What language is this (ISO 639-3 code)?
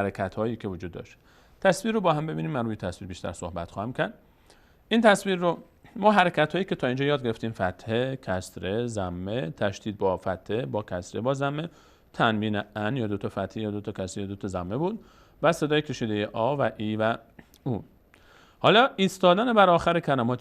fas